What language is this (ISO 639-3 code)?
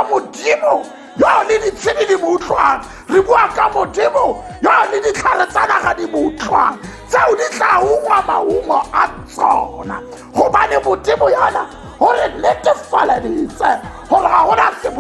tsn